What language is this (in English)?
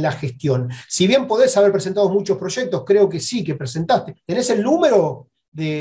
Spanish